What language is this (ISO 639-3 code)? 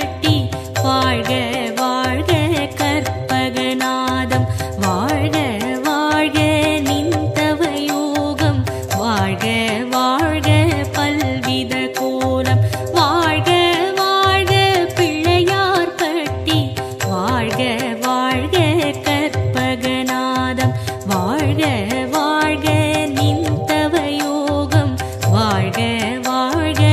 tam